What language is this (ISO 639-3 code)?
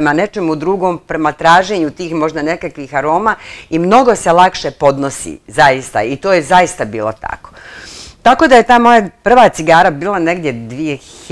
bos